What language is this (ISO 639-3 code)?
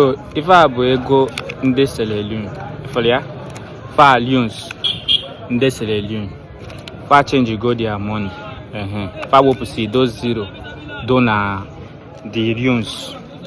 ibo